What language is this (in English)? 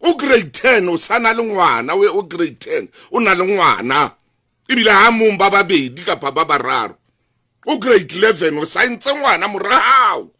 Southern Sotho